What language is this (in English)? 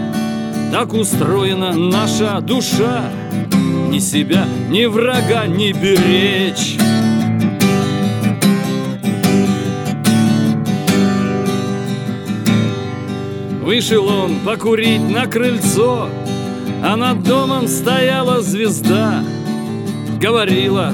Russian